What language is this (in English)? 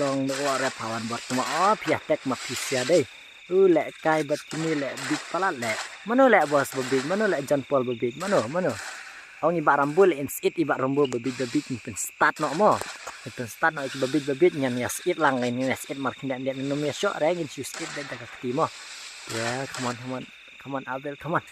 Khasi